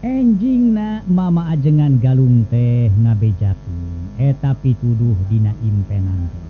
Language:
Sundanese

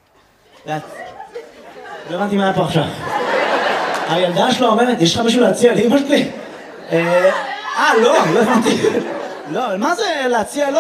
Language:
Hebrew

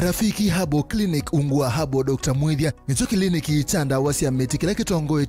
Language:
Kamba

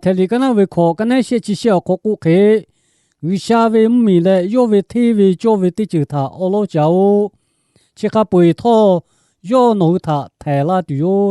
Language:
Lahu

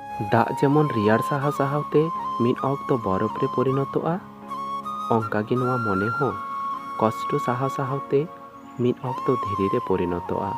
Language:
Santali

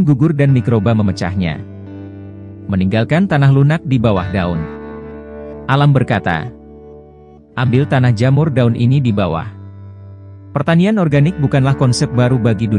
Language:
Indonesian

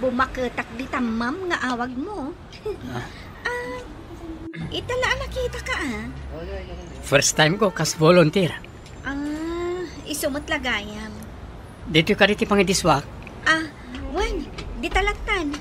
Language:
Iloko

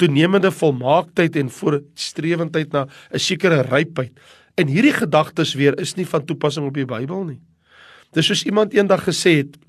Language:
Afrikaans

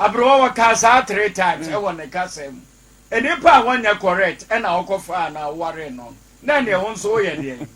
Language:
Akan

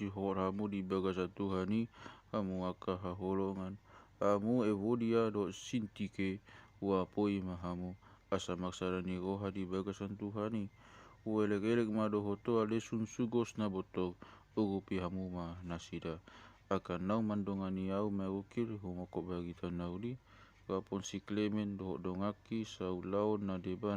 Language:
Batak Toba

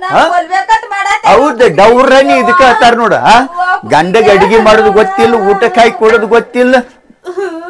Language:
Kannada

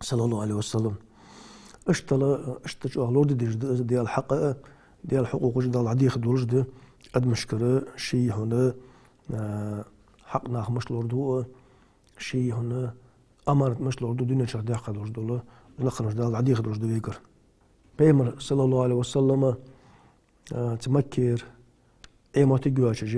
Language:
Ingush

